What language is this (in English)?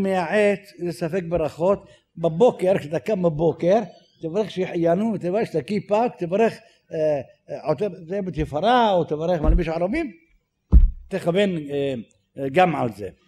Hebrew